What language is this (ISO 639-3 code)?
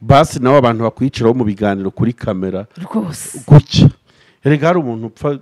kin